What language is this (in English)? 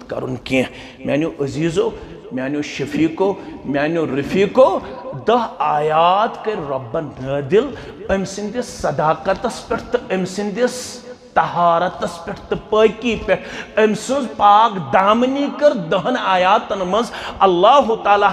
Kashmiri